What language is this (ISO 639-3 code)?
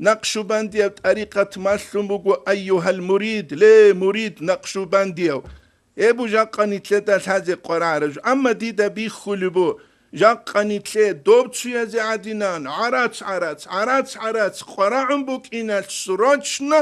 ava